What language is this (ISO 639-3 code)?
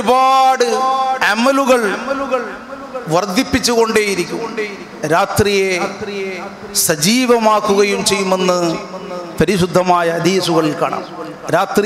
mal